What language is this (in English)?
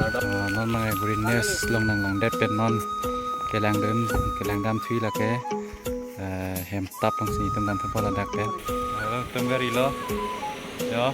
Karbi